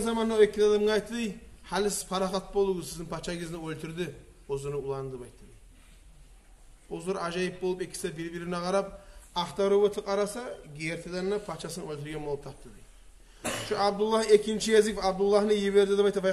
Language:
Kumyk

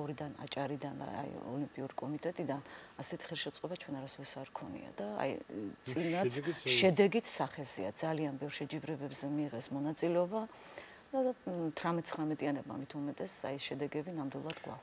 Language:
Georgian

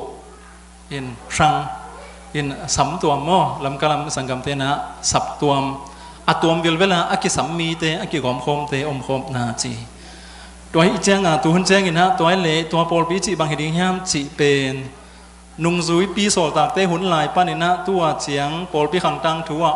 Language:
Tedim Chin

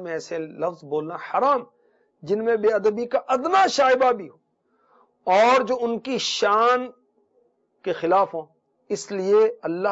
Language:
Urdu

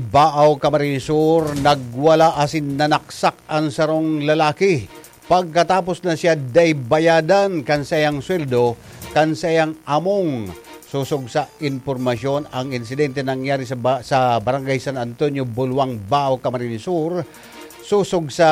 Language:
Bikol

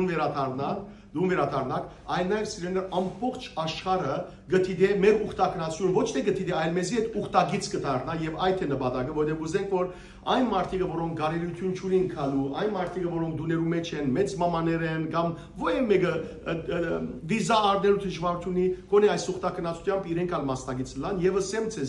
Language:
Western Armenian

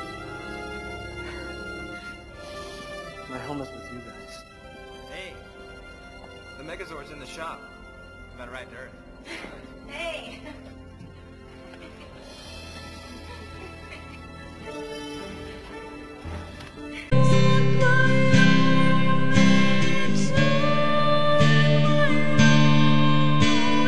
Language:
English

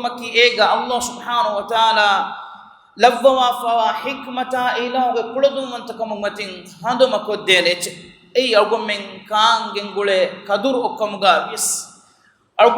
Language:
Divehi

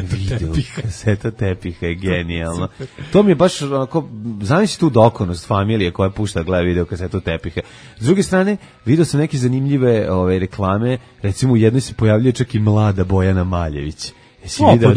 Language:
Serbian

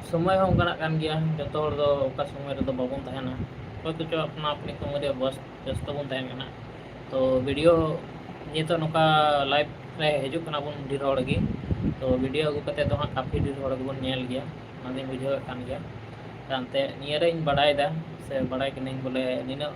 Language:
Santali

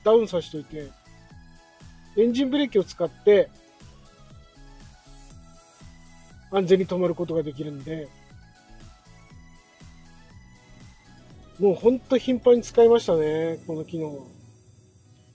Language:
Japanese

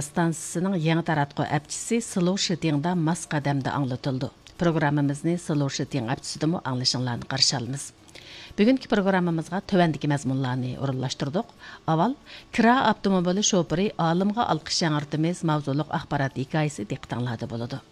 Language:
Uyghur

